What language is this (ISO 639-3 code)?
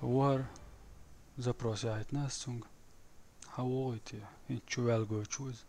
che